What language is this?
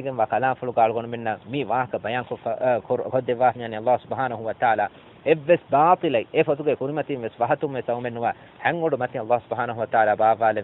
Divehi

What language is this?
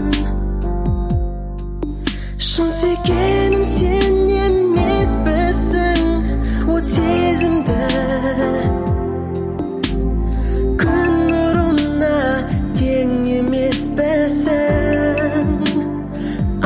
Kazakh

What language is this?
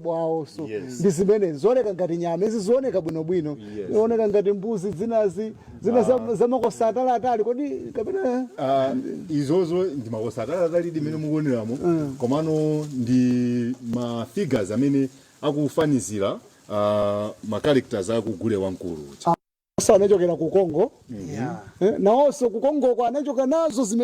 Nyanja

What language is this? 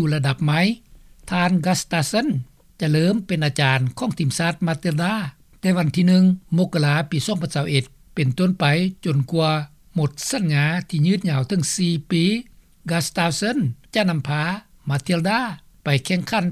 Lao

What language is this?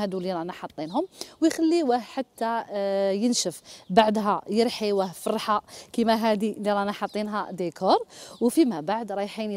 Algerian Arabic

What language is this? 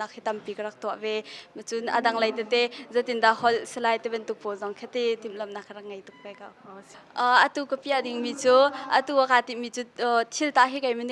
Hakha Chin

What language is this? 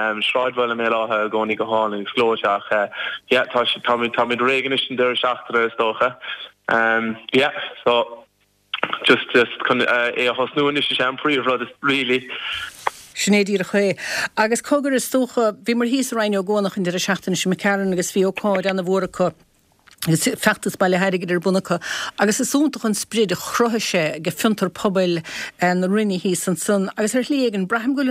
Irish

